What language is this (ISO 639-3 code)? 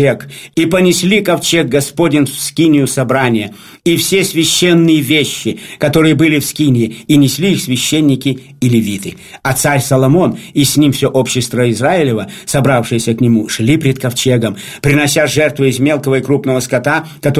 rus